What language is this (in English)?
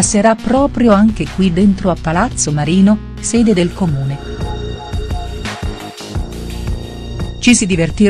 Italian